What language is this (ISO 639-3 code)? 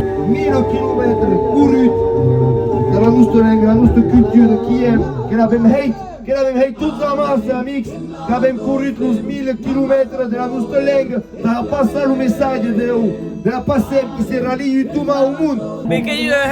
oci